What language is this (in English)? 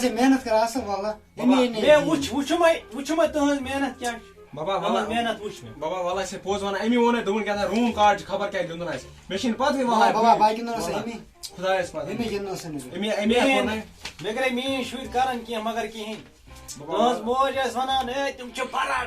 Kashmiri